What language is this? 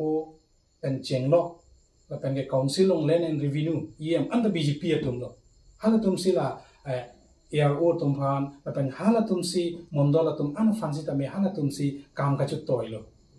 Karbi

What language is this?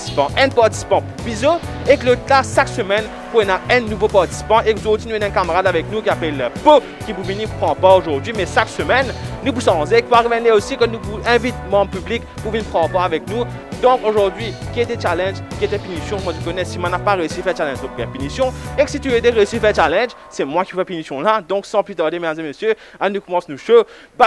Morisyen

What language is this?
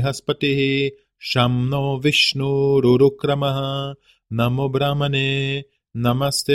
Sanskrit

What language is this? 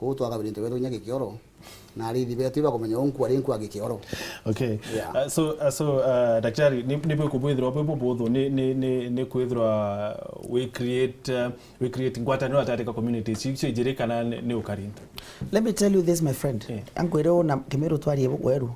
Meru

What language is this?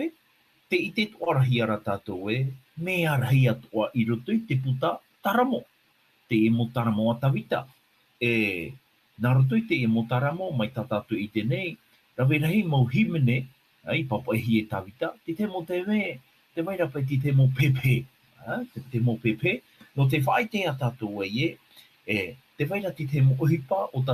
Tahitian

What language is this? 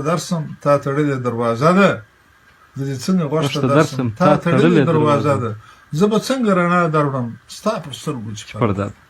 Pashto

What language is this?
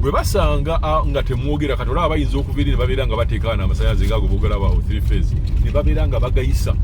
Ganda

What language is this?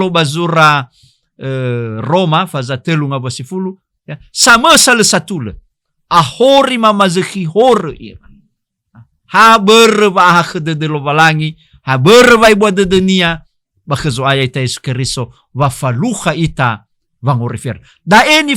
Nias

